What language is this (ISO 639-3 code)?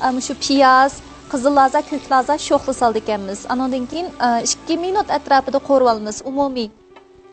uig